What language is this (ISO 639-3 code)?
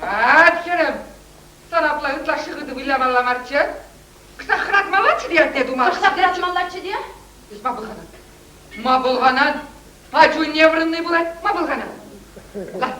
chv